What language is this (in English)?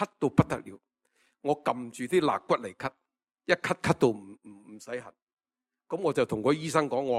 Cantonese